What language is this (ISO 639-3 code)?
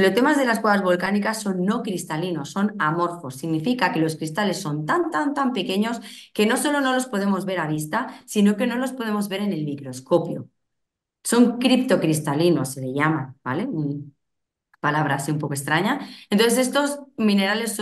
spa